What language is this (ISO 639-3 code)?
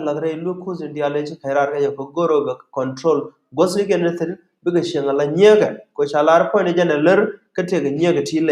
nus